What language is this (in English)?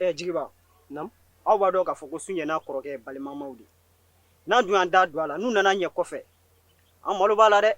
Bambara